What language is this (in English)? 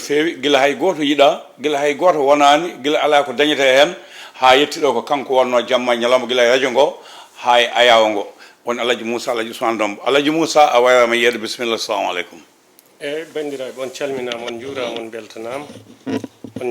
Fula